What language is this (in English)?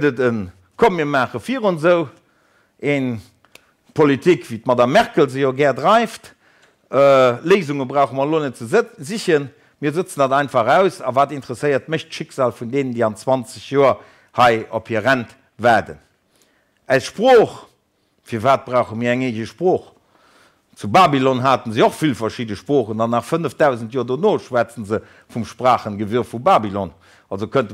Luxembourgish